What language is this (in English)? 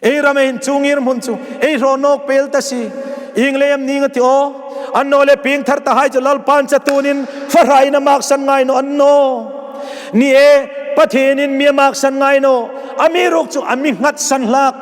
Hmar